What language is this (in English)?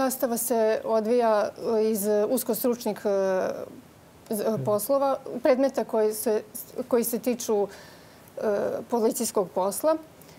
Serbian